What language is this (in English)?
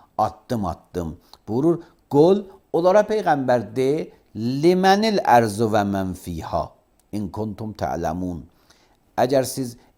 Azerbaijani